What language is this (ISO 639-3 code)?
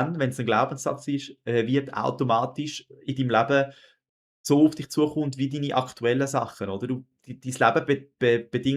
gsw